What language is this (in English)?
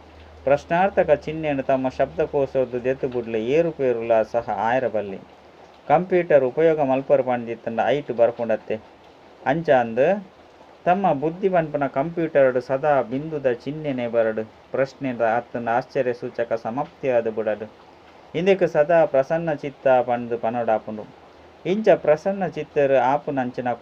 Tulu